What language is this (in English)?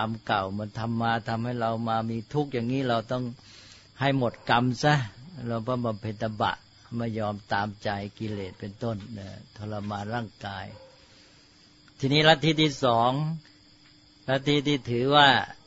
Thai